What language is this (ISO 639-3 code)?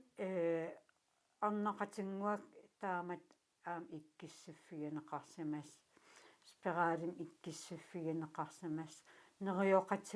kal